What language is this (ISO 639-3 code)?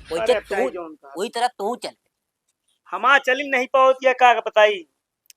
awa